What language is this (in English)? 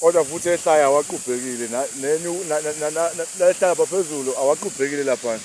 Zulu